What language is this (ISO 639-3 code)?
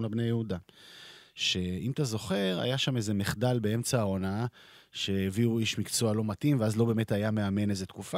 heb